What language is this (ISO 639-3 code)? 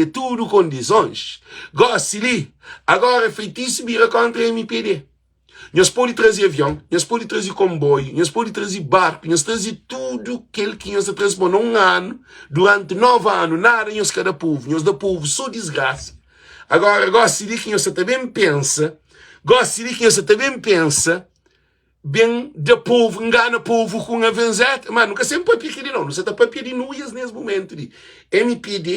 kea